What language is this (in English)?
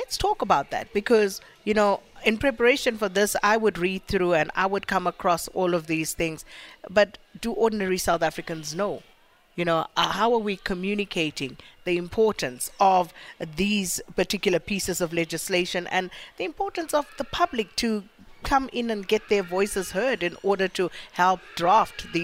English